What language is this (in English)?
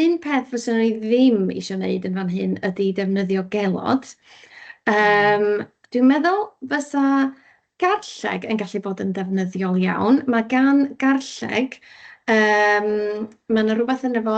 Welsh